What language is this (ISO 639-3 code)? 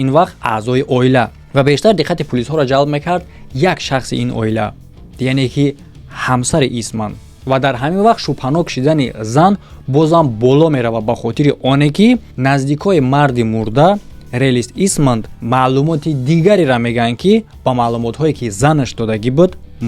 tgk